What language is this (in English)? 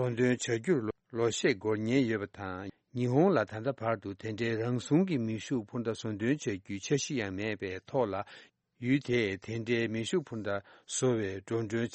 Tibetan